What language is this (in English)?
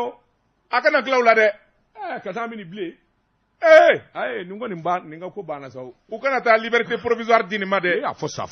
Bambara